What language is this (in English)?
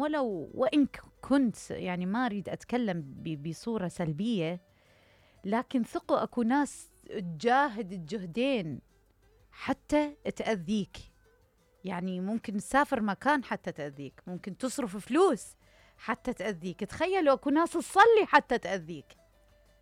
Mesopotamian Arabic